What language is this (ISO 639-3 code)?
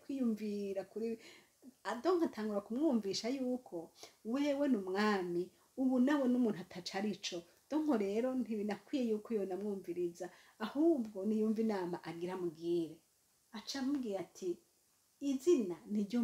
run